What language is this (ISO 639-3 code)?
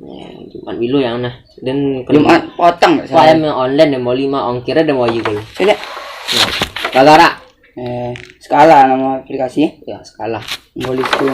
min